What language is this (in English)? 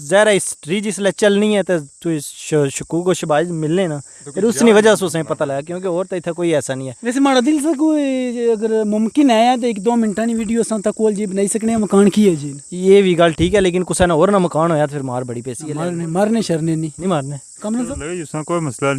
Pahari-Potwari